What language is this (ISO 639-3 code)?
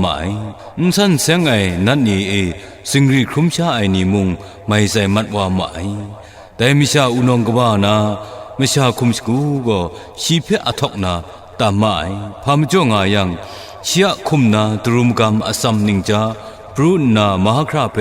kac